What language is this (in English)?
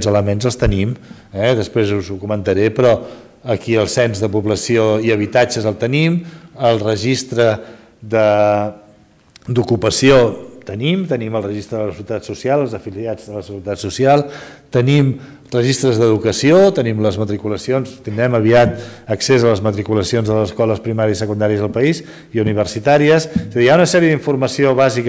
Catalan